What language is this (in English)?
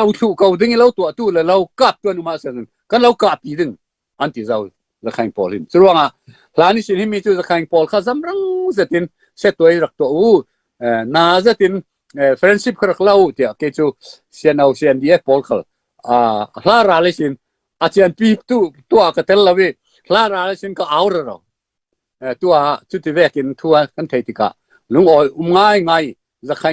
Falam Chin